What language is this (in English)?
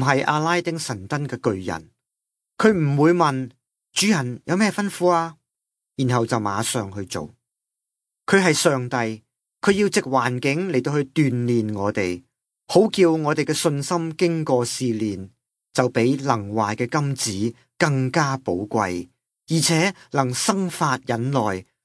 Cantonese